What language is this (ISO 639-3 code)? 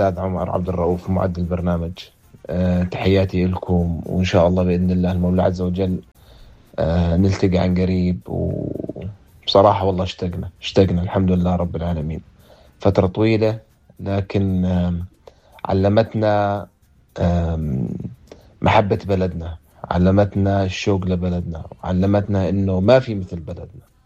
apc